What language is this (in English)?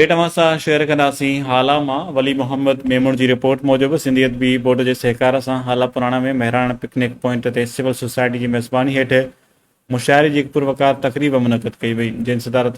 Sindhi